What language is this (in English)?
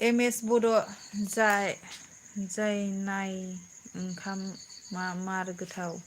Bodo